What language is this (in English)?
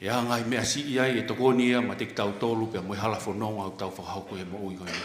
Tongan